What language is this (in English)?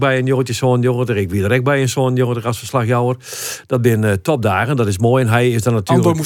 Western Frisian